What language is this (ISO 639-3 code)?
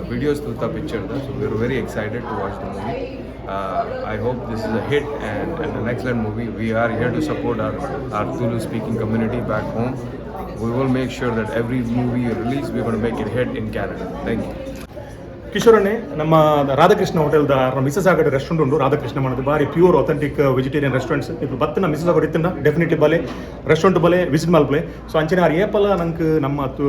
tcy